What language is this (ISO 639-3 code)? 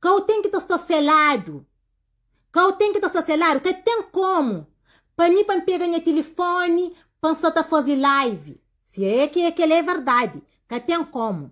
kea